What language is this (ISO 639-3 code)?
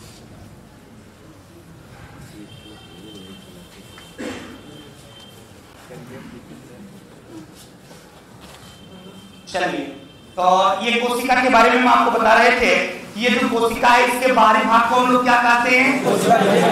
hin